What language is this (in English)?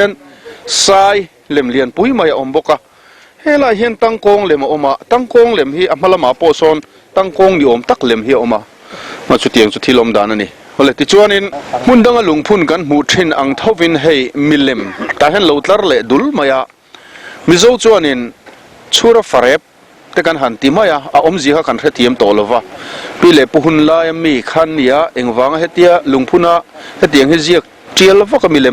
Mizo